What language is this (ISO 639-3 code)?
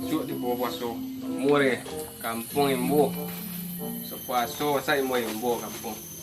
min